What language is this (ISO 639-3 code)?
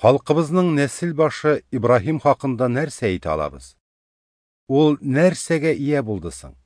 tat